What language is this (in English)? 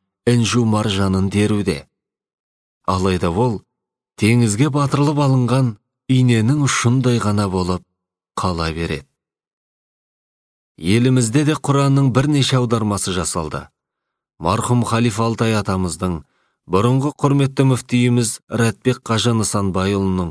Kazakh